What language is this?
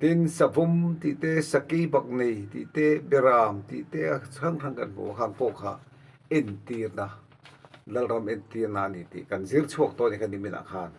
Mizo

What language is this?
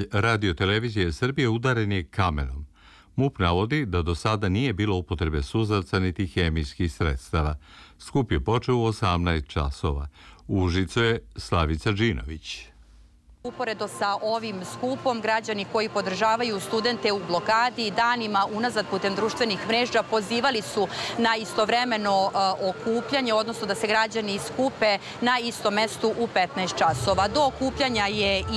Serbian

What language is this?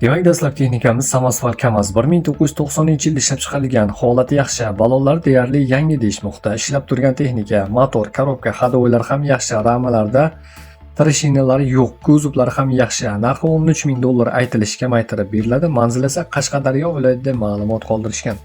Uzbek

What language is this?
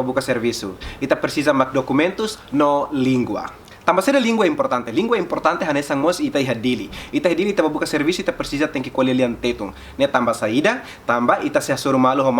Tetum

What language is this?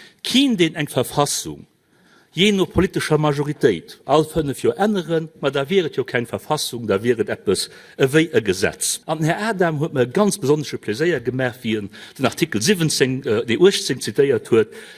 Luxembourgish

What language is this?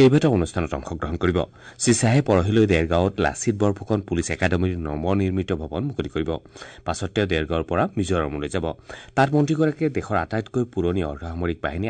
Assamese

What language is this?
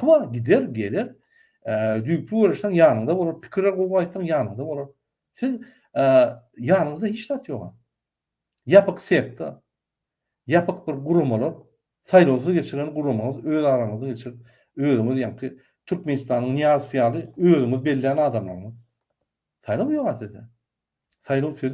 Turkmen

